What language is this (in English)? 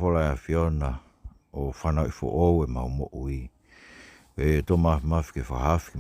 Tongan